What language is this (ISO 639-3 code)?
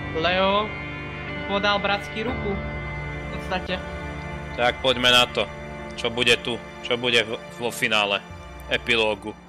slk